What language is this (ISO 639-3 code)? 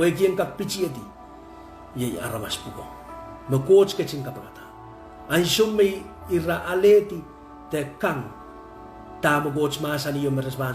pon